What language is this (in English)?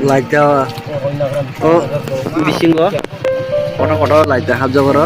Kok Borok